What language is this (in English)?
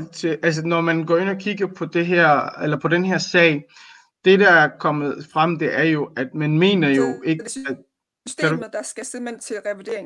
Danish